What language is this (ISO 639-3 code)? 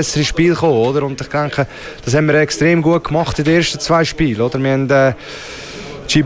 deu